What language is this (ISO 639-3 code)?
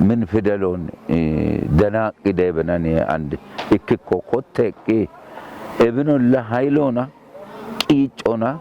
kbr